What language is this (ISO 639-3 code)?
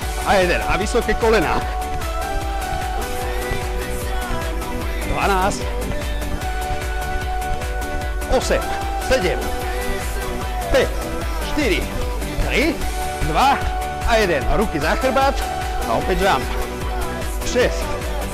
slk